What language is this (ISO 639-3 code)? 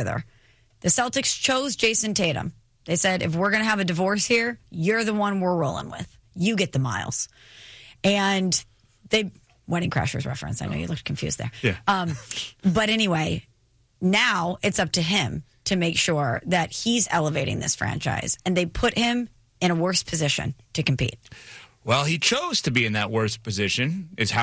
eng